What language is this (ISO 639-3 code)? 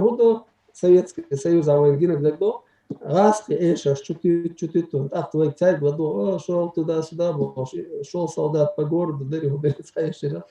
che